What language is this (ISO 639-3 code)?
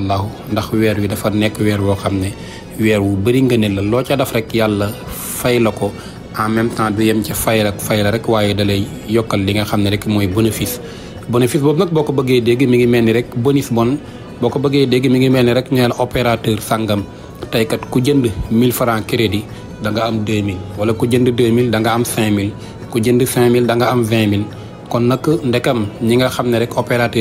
wol